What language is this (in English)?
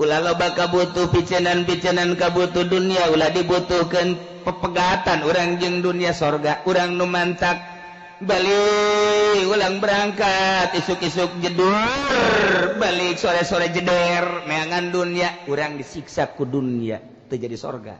Sundanese